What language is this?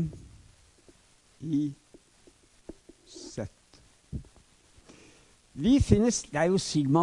Norwegian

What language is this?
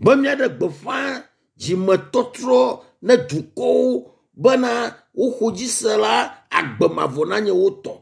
Ewe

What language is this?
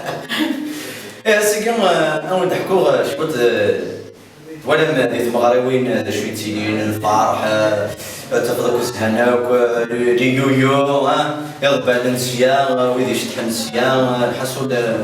Kabyle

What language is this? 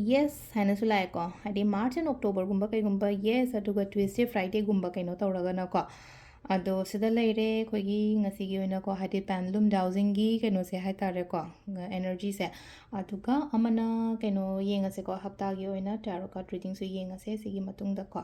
Manipuri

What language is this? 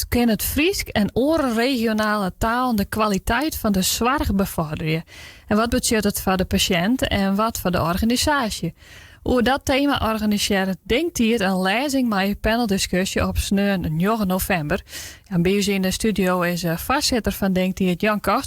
Western Frisian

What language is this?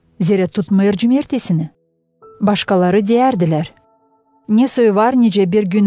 Gagauz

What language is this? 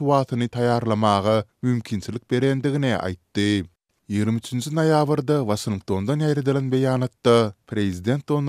Turkmen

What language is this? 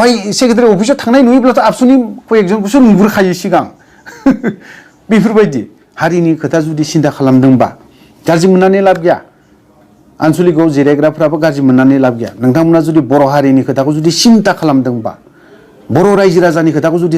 Bodo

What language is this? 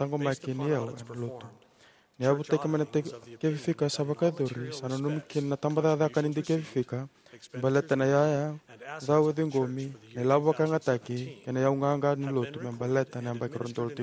Fijian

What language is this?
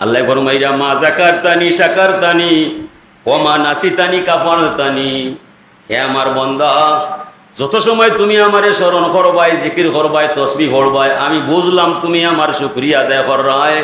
Sylheti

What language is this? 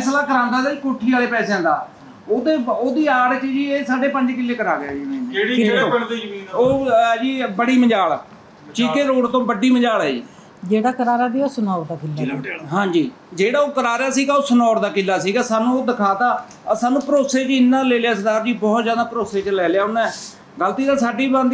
Punjabi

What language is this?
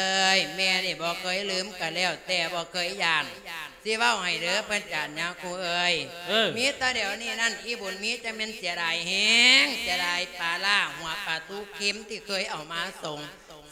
Lao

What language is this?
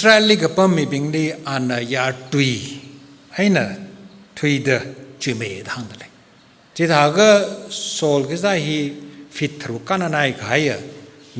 Tangkhul Naga (India)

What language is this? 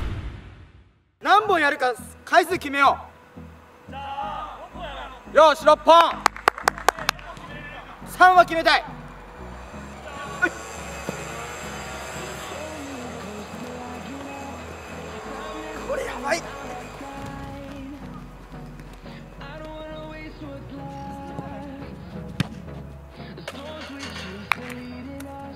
Japanese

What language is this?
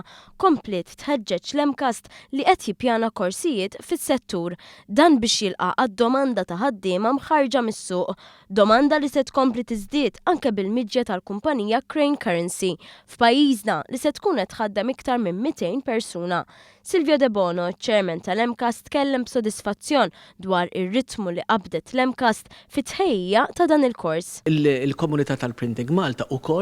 Maltese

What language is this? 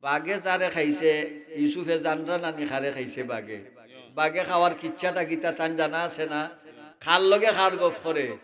Sylheti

